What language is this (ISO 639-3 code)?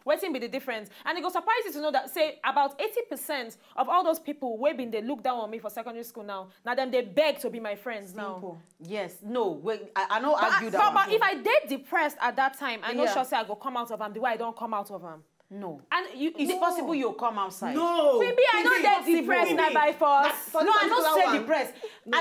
pcm